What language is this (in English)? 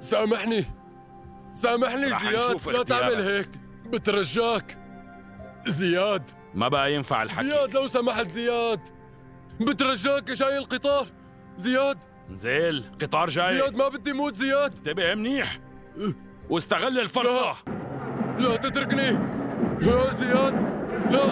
North Levantine Arabic